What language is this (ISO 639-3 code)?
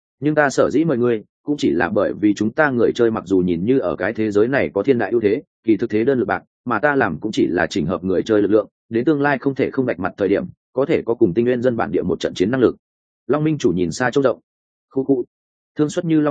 vie